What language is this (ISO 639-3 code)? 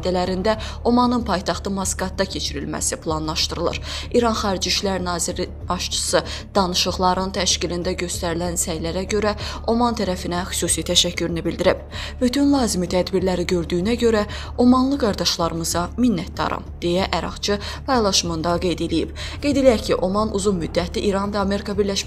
aze